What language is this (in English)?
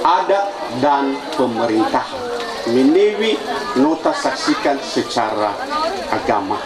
Nias